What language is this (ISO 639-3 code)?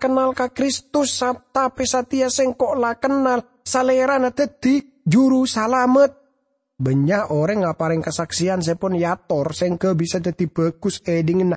mad